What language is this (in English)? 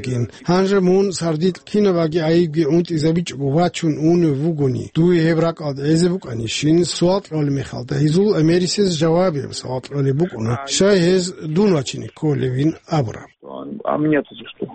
Avaric